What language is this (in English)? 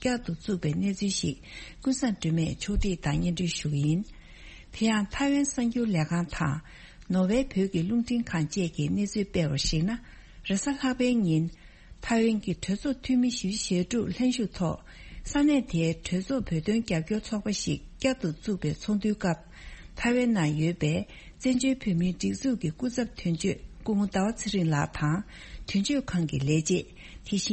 Tibetan